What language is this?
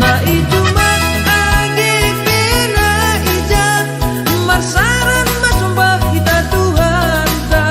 Batak Simalungun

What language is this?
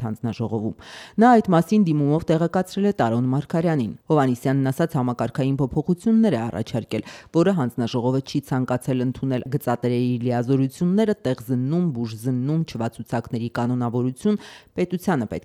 Armenian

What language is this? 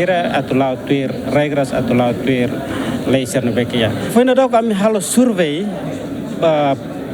Tetum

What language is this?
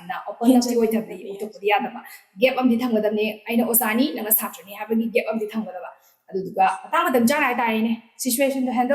Manipuri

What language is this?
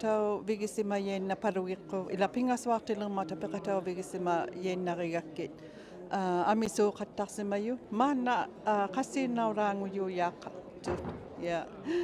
Inuktitut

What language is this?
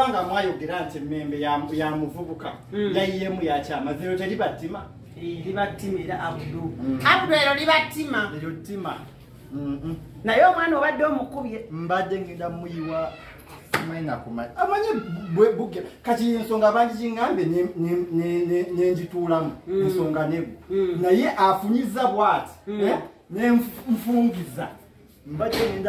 Ganda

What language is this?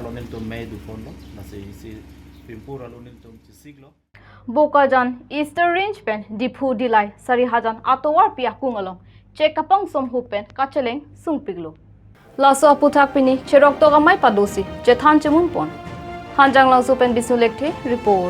Karbi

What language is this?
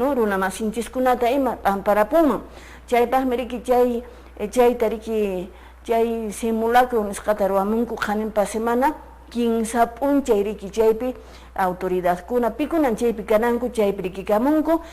Quechua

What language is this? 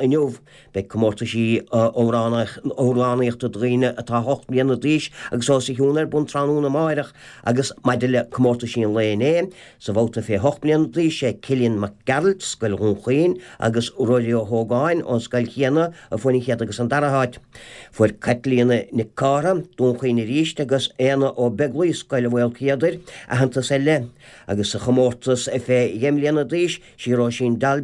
Irish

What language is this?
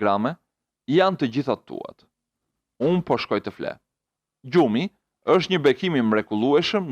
Albanian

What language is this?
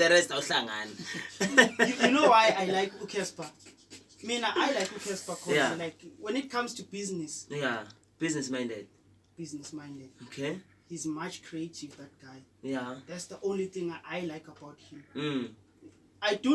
Zulu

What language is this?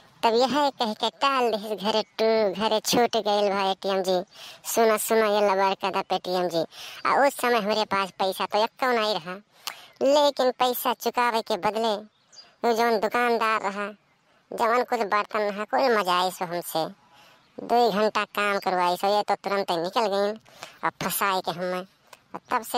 Awadhi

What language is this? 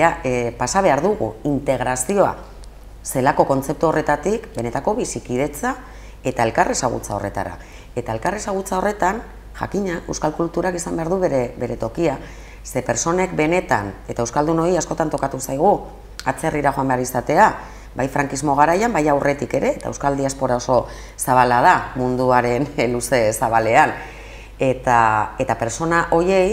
Basque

